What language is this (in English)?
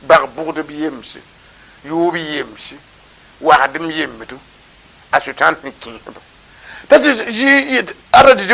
Mossi